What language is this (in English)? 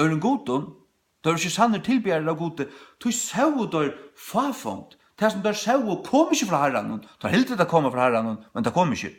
Faroese